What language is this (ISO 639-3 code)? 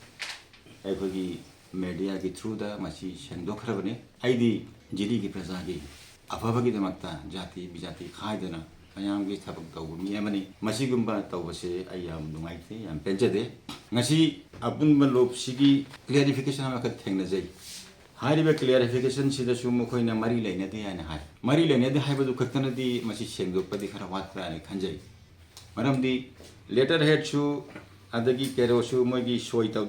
mni